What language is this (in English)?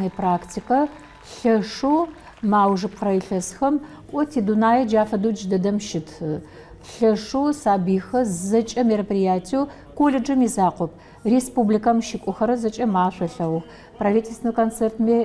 Adyghe